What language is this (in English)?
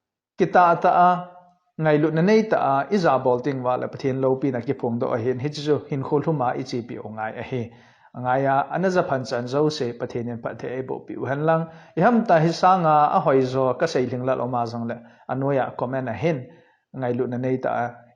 Thado Chin